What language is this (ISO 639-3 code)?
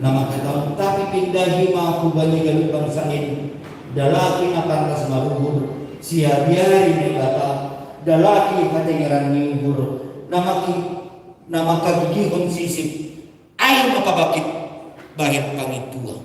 bts